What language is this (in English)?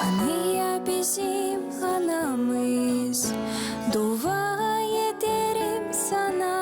Gagauz